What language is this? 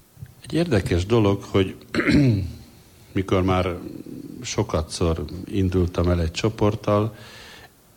Hungarian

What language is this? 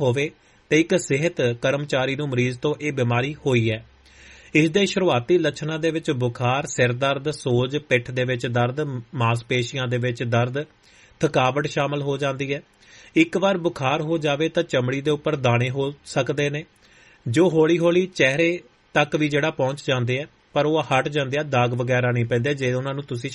Punjabi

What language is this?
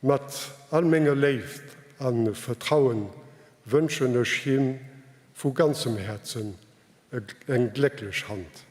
Luxembourgish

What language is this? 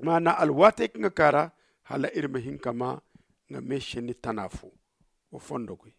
Zarma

